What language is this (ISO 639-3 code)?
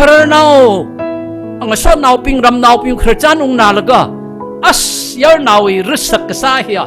nmf